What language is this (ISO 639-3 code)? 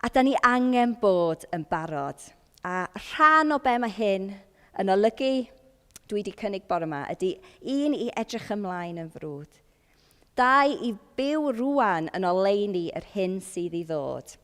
cym